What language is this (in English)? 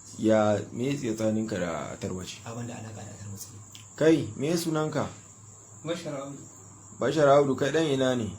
Hausa